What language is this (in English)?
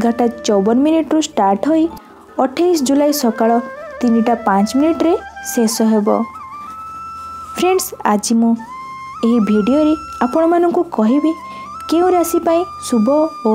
Odia